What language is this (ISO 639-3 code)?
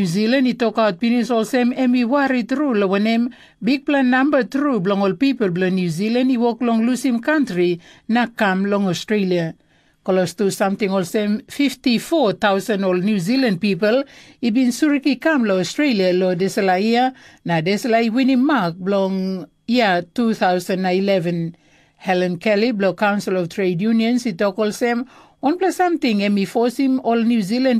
tpi